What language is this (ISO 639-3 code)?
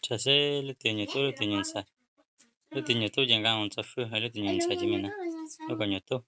hmn